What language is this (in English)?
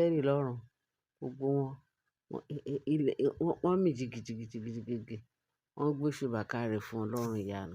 Yoruba